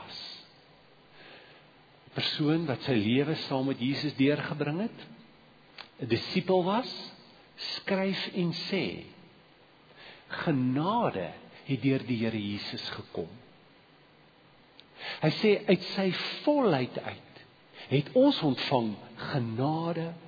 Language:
Afrikaans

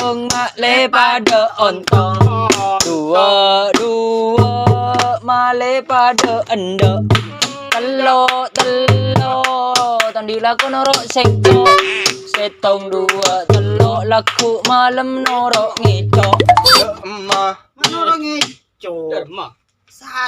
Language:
Madurese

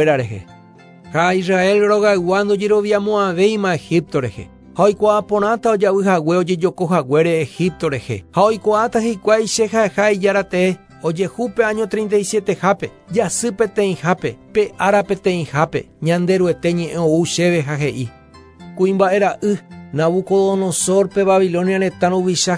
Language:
Guarani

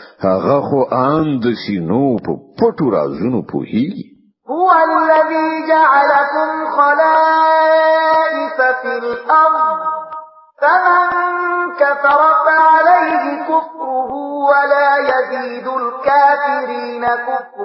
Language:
Pashto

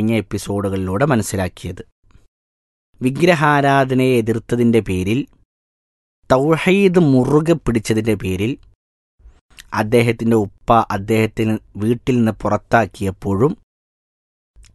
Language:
Malayalam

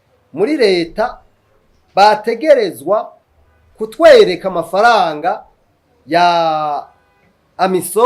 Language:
Rundi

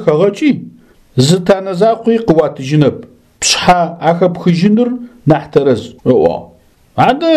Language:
Adyghe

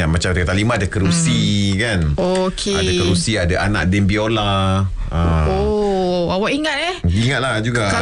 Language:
Malay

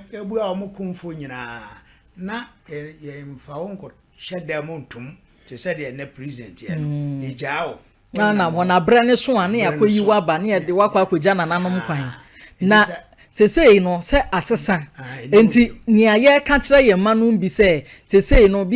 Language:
Akan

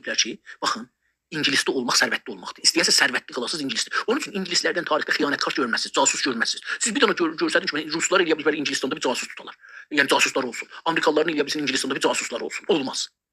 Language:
South Azerbaijani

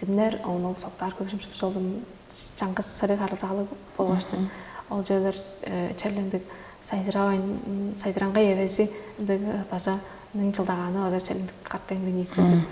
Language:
Tuvinian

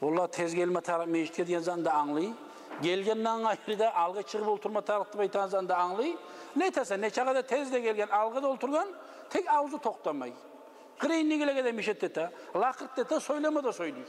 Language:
Kumyk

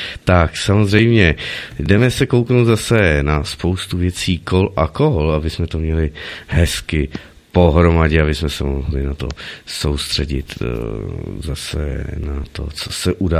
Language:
Czech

